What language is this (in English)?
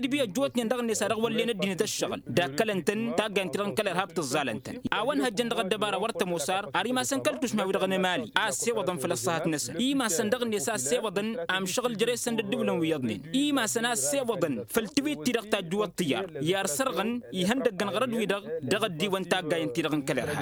Tamasheq